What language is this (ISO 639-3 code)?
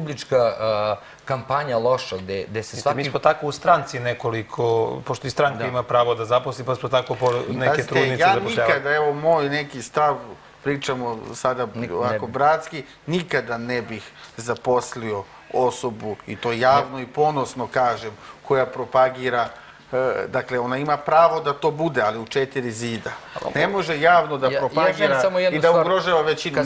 srp